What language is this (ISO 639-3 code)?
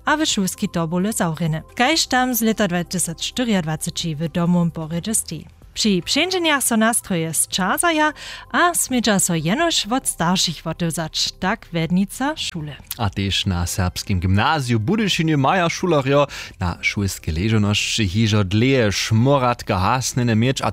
hsb